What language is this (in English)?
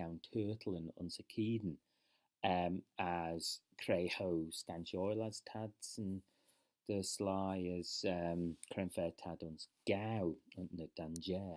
Manx